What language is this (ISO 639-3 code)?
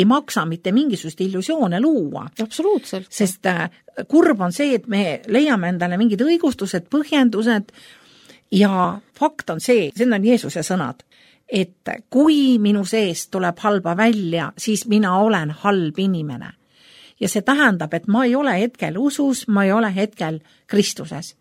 est